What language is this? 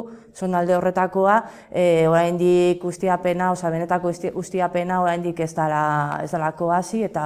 Basque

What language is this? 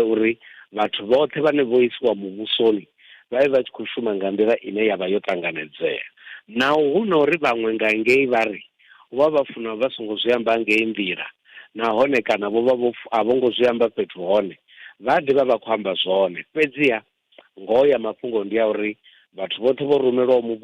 Venda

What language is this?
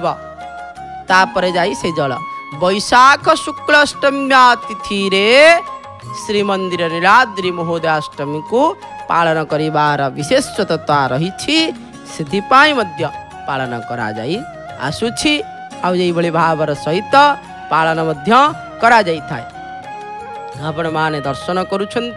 Odia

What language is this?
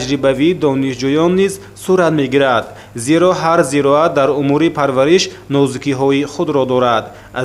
Tajik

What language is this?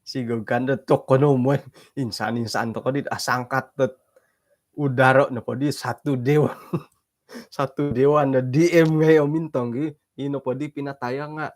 Central Dusun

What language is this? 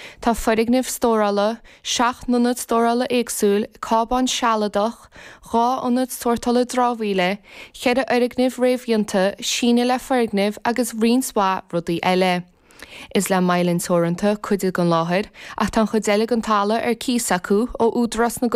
Irish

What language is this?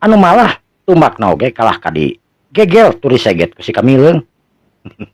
Sundanese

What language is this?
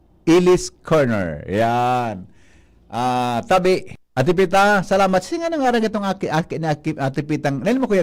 Bikol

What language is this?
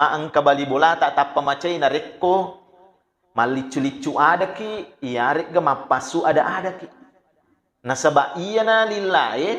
Buginese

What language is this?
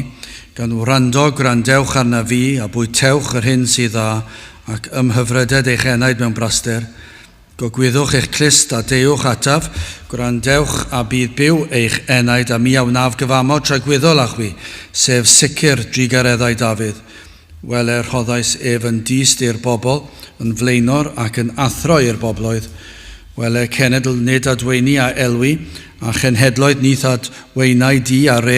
Welsh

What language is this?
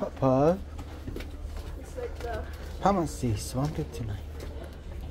English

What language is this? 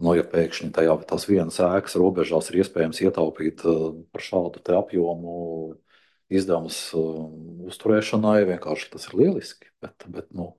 Latvian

